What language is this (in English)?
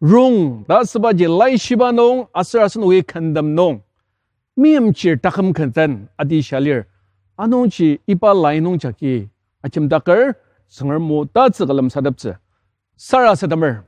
Ao Naga